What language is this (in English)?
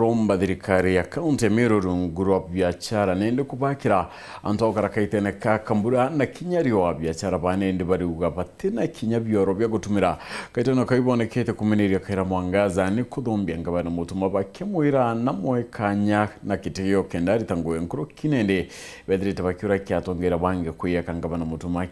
Meru